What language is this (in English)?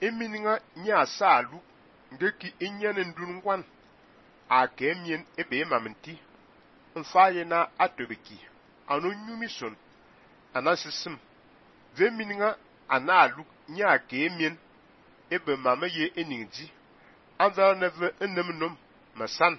Fang